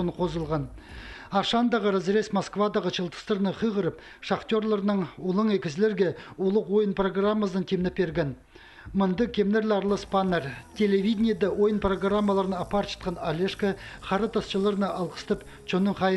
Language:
Khakas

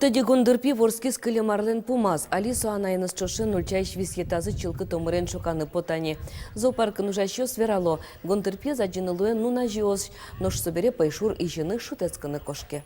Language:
Udmurt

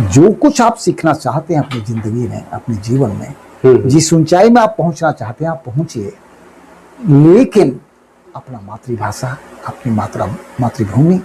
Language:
Sadri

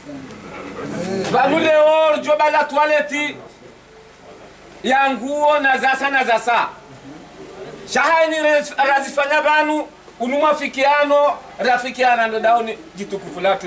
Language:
Swahili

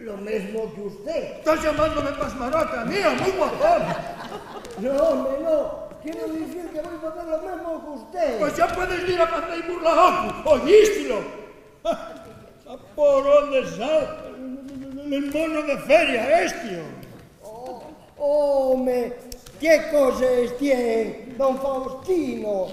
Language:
Asturian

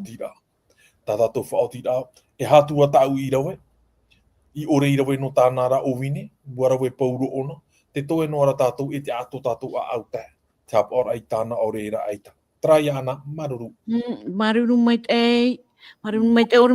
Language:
Tahitian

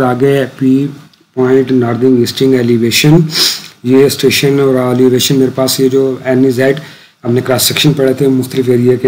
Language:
Hindi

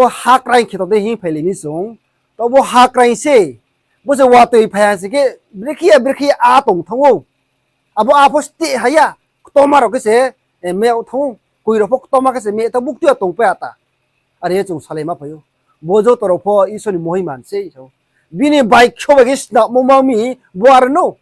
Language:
Riang (India)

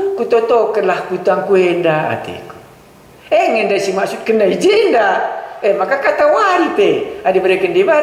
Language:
Batak Karo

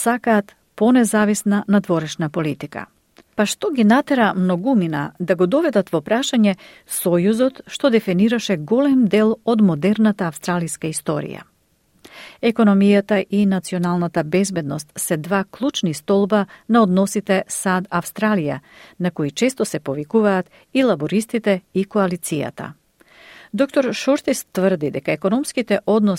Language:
Macedonian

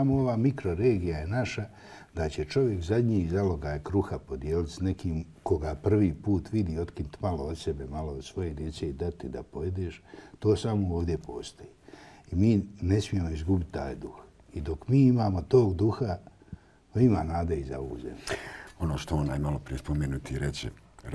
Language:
Bosnian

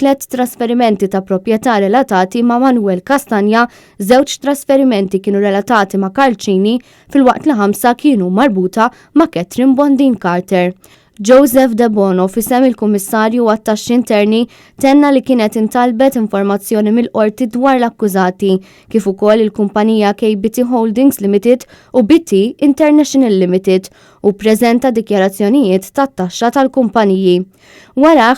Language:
Maltese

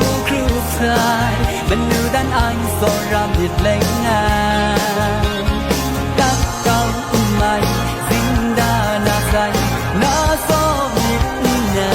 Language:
Kachin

